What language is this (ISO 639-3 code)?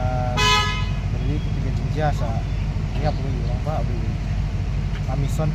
kha